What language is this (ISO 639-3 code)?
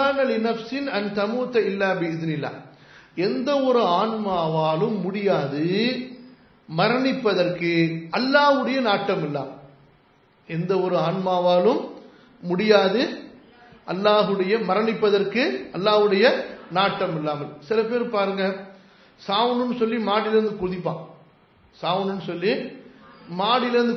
tam